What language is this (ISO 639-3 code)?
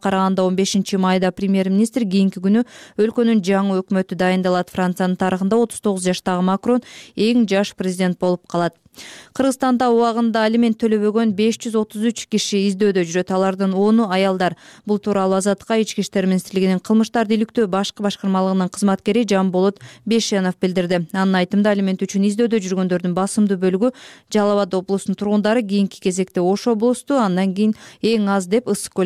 kir